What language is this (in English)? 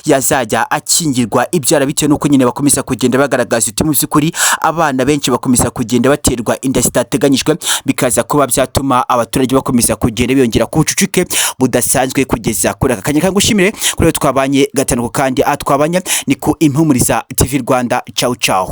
Kinyarwanda